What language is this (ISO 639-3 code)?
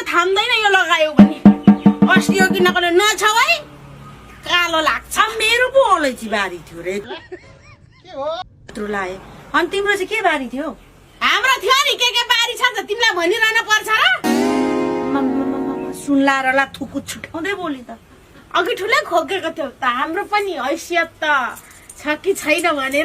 nep